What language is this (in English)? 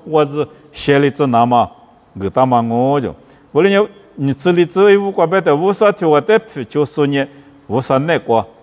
Lisu